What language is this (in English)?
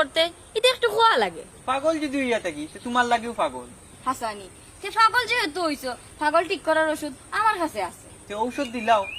Sylheti